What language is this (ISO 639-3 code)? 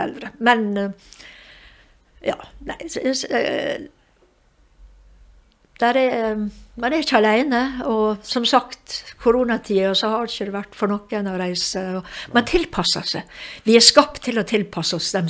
nor